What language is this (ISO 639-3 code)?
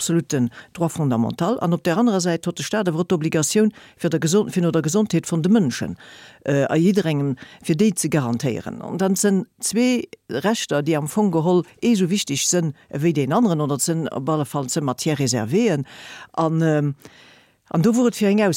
ltz